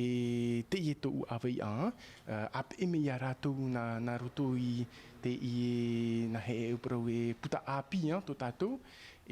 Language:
Tahitian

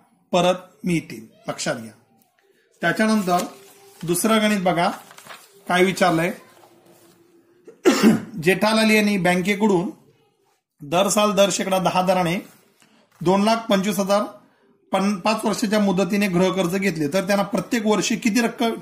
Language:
Marathi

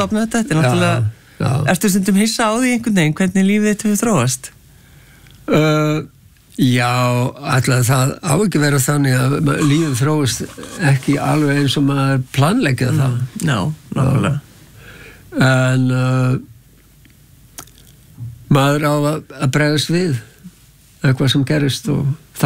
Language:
Icelandic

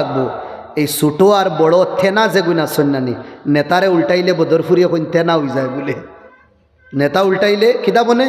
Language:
Sylheti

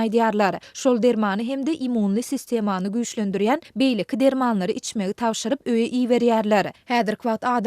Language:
Turkmen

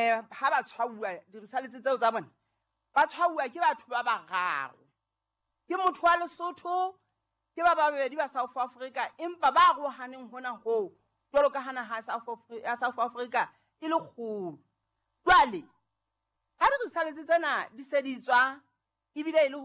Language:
Southern Sotho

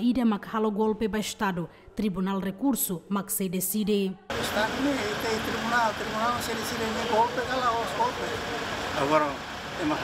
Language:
Tetum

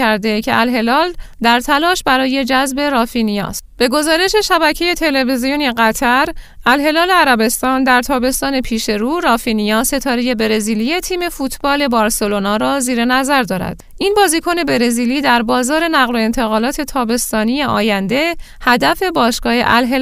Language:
Persian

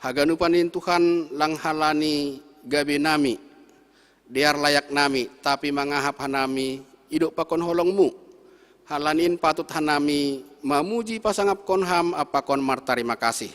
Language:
Batak Simalungun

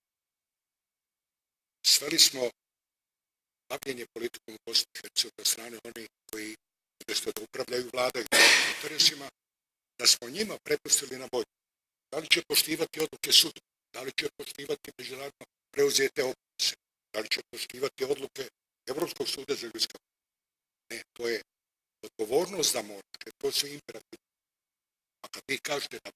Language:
Bosnian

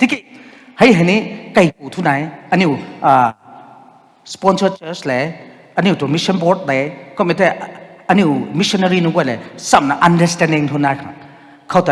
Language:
Rongmei Naga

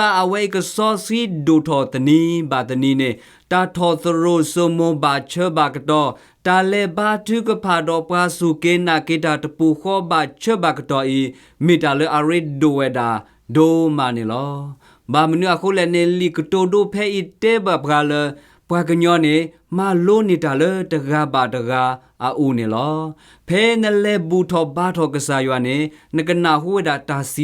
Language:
S'gaw Karen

